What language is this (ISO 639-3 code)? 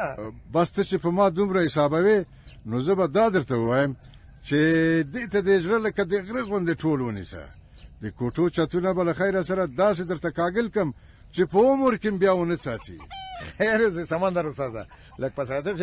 pus